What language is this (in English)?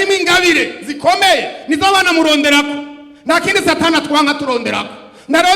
Rundi